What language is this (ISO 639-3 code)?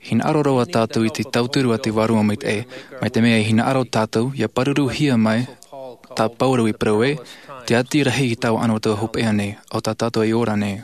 tah